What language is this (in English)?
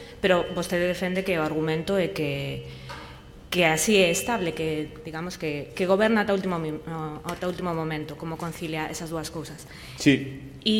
Galician